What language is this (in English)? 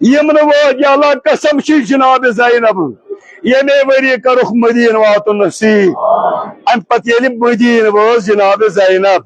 Kashmiri